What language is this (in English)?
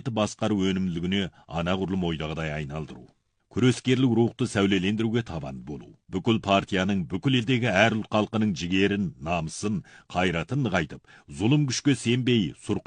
Kazakh